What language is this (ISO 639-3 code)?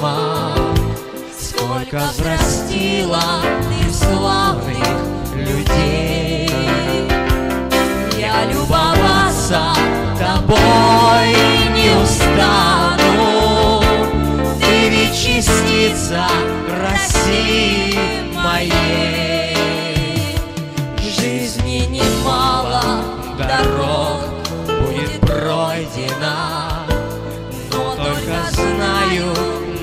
rus